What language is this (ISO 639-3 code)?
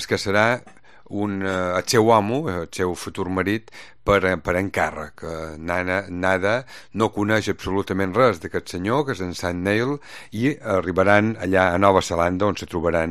cat